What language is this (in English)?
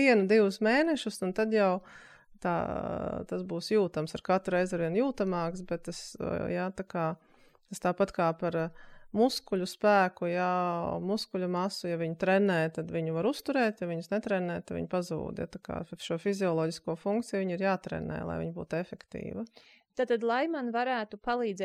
Latvian